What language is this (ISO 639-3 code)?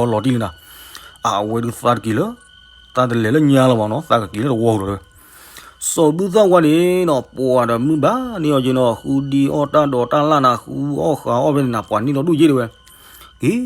ksw